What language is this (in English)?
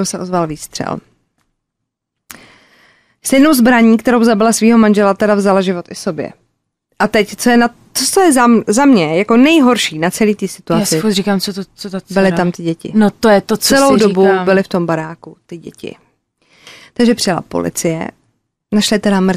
Czech